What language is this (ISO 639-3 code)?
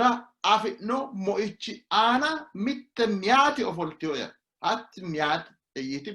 sid